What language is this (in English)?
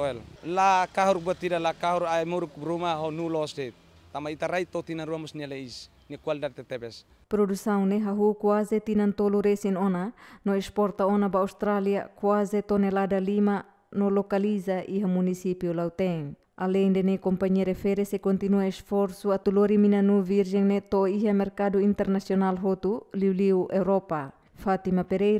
Tetum